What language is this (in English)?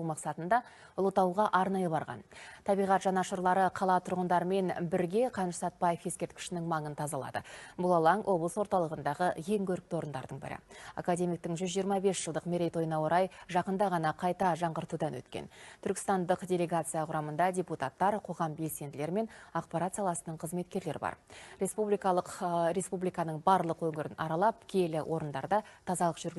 Kazakh